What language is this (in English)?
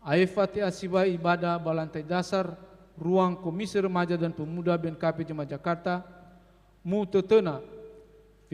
Nias